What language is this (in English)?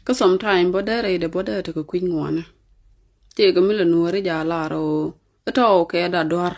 Nuer